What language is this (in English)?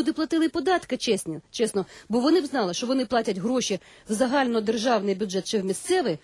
Ukrainian